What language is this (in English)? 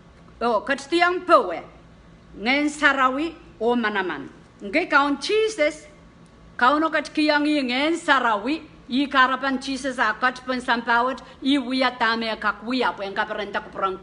Pohnpeian